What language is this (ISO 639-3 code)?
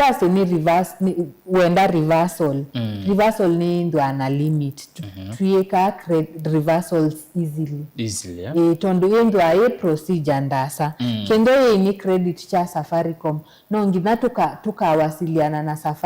kam